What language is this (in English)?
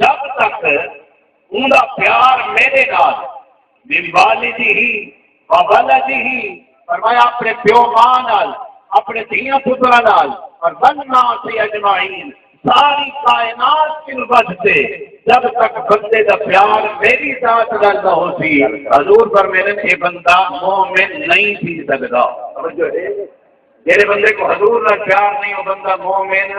Saraiki